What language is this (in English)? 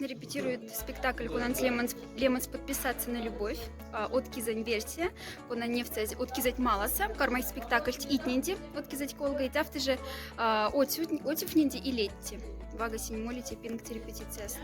Moksha